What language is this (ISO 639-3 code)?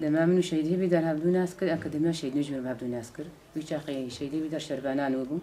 kur